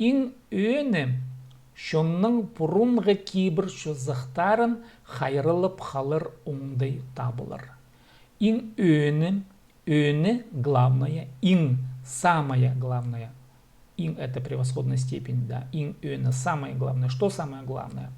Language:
Khakas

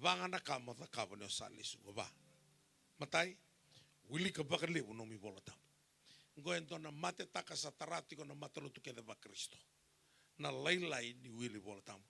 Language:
Fijian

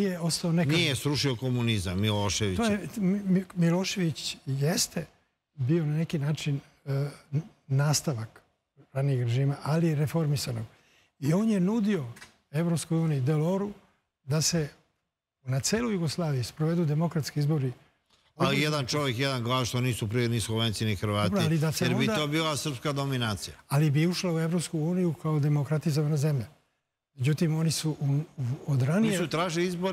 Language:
Serbian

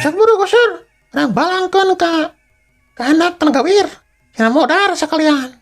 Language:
Sundanese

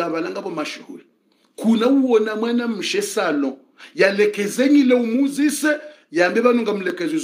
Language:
Swahili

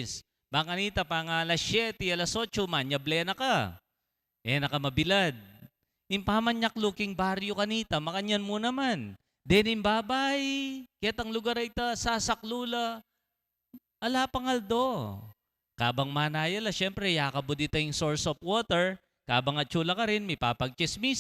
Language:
Pampanga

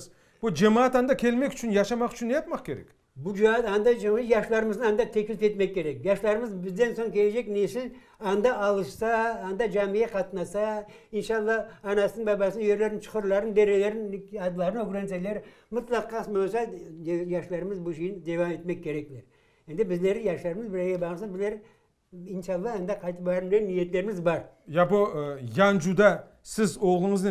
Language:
Crimean Tatar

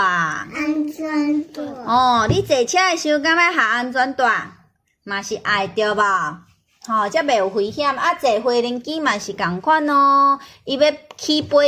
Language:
Min Nan Chinese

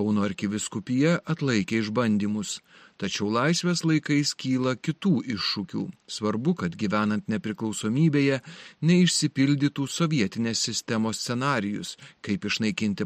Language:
Lithuanian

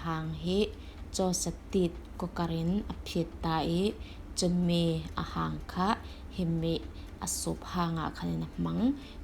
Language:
Falam Chin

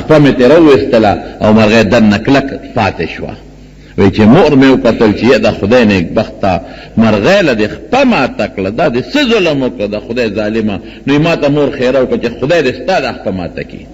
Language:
Pashto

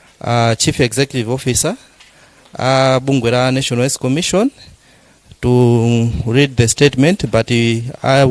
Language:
Nyanja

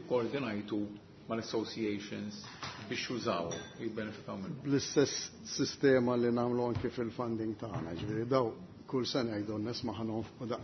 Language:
Maltese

